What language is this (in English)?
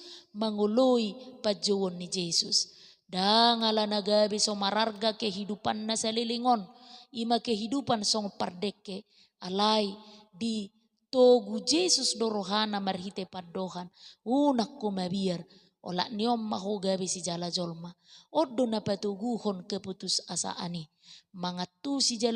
Batak Toba